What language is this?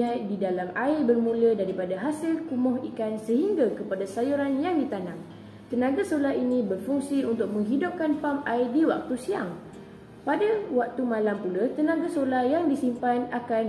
Malay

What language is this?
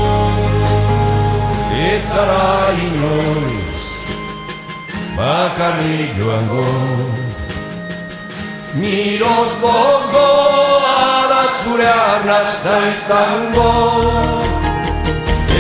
Basque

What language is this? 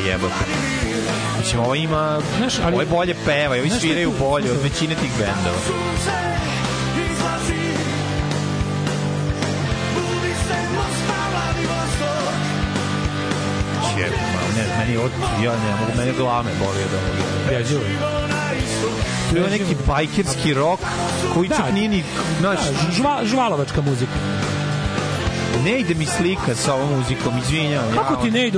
Serbian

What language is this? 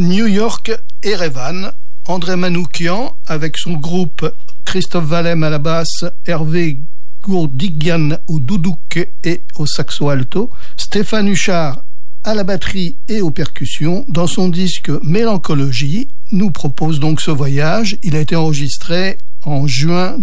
French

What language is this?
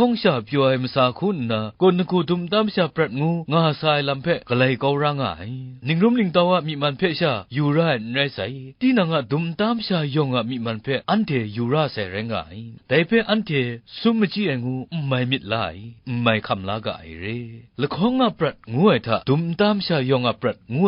Kachin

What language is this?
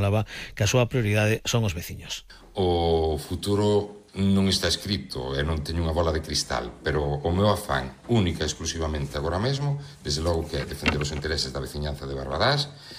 Galician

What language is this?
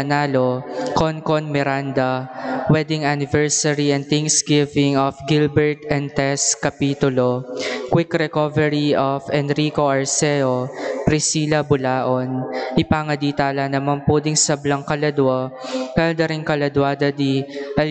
Pampanga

